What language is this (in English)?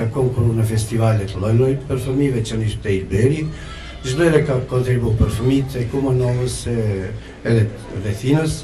Albanian